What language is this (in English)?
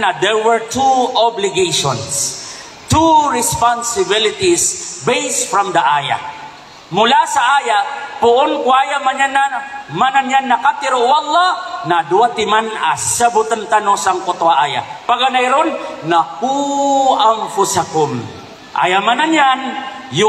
Maranao